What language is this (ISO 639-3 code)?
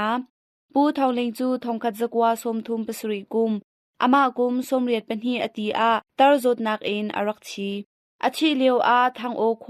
cnh